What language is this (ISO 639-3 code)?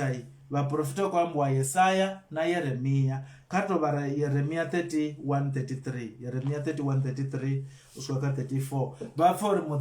ven